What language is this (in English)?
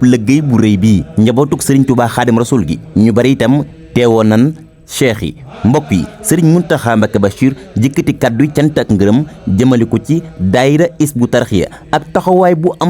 Wolof